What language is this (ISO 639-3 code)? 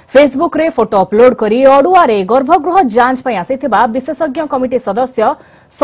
ori